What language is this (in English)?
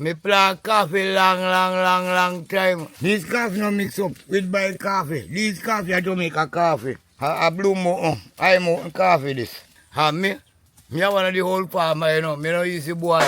Jamaican Creole English